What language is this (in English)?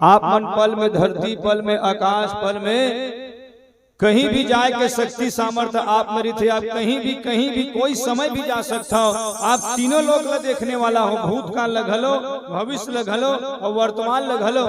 Chhattisgarhi